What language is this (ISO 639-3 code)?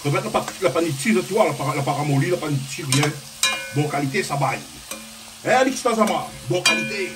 rcf